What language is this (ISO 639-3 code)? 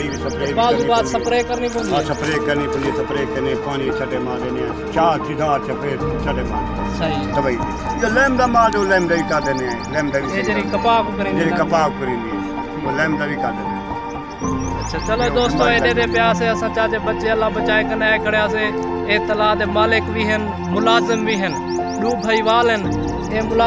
skr